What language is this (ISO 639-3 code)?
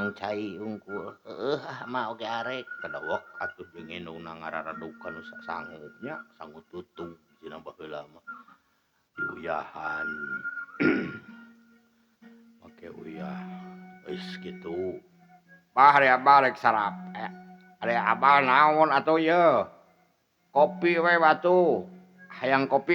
sun